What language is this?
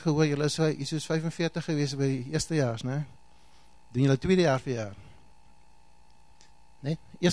Afrikaans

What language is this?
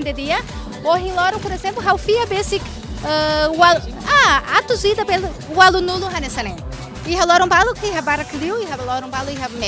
Tetum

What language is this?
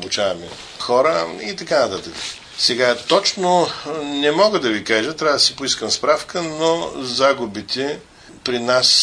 Bulgarian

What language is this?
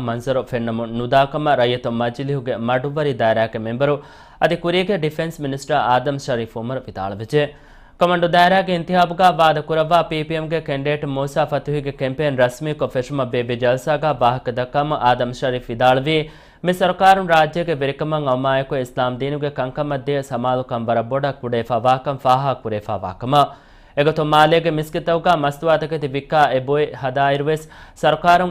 Divehi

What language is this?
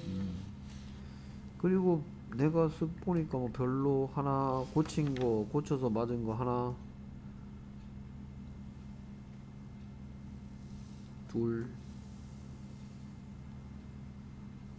Korean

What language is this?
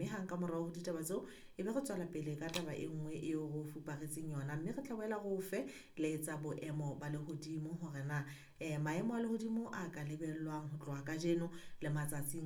Southern Sotho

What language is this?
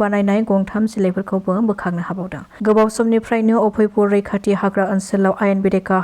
Bodo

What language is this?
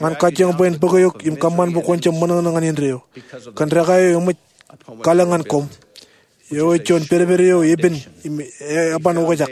Marshallese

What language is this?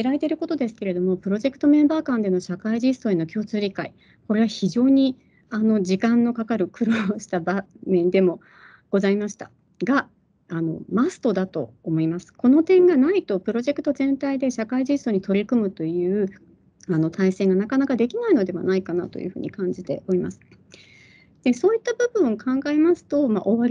Japanese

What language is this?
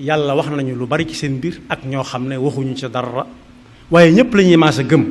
Wolof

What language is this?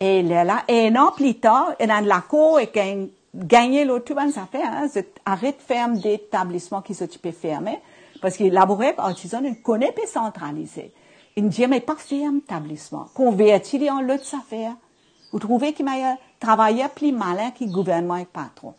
Morisyen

